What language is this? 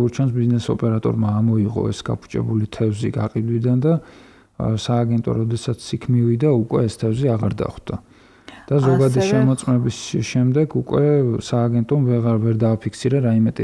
Georgian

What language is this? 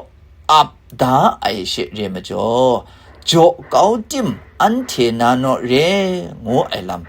Kachin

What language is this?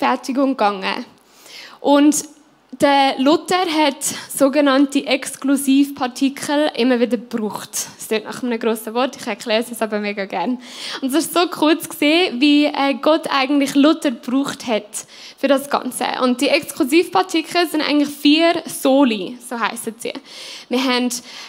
Swiss German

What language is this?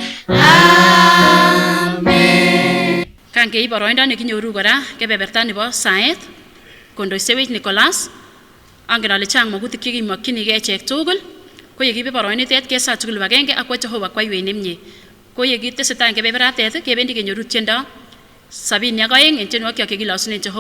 Kipsigis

